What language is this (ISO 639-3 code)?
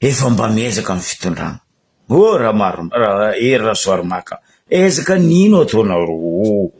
mlg